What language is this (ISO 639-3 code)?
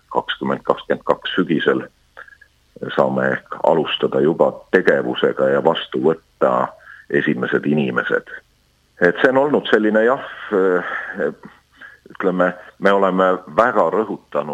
est